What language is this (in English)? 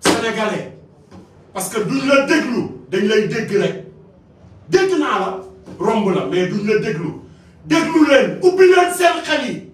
Wolof